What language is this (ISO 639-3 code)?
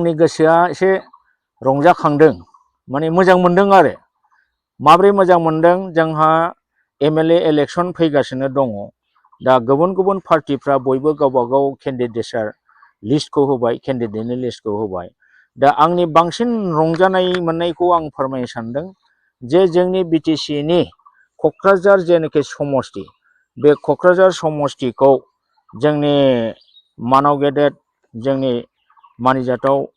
brx